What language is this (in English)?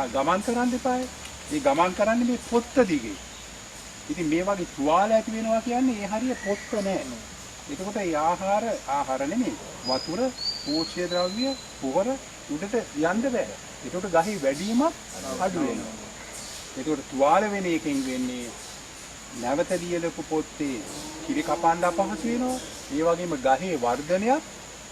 Sinhala